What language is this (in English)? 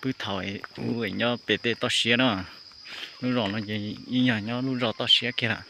Hmong